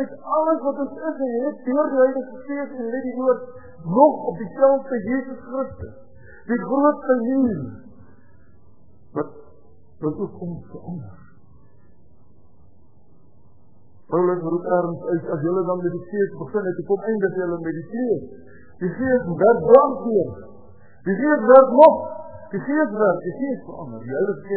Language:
Afrikaans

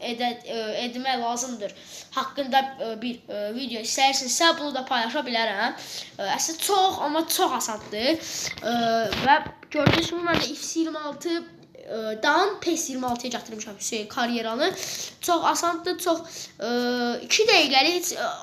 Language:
Azerbaijani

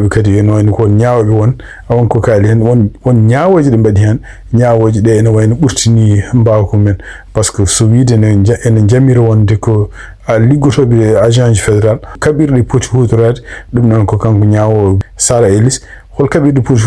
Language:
Fula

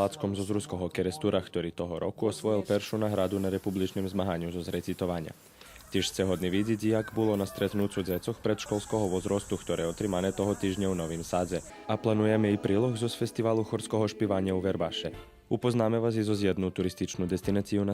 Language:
Rusyn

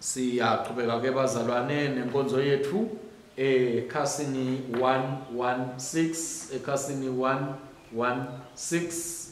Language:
Swati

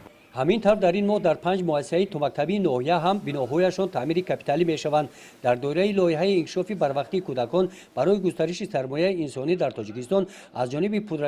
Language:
Tajik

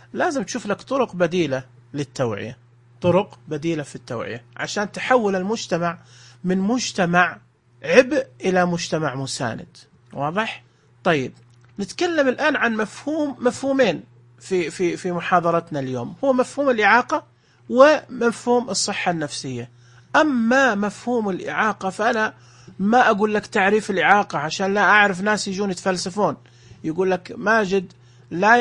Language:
Najdi Arabic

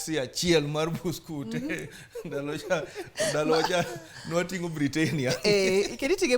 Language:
Luo (Kenya and Tanzania)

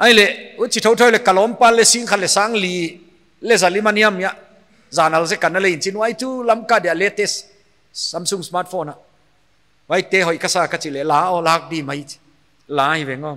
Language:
Paite Chin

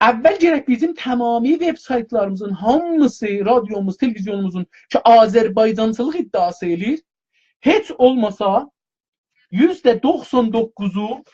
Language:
South Azerbaijani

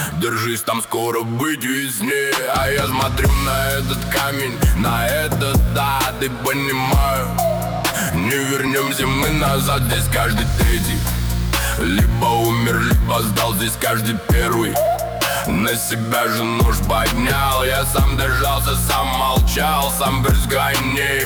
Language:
Russian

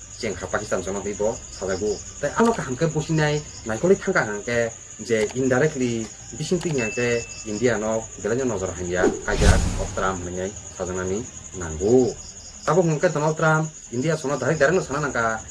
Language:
Kok Borok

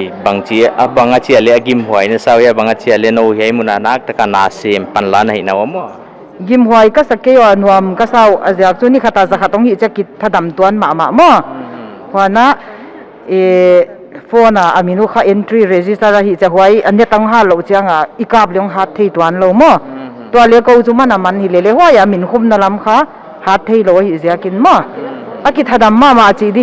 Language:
Paite Chin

